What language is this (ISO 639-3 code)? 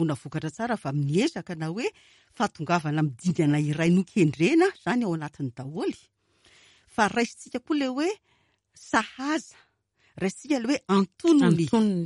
mlg